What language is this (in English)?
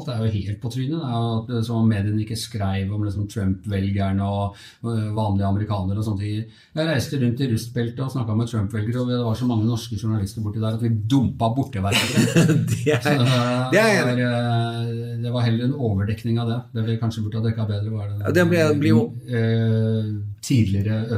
Norwegian